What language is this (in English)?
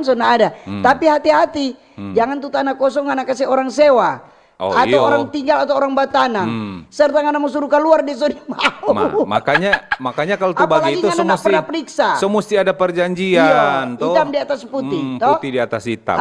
Manado Malay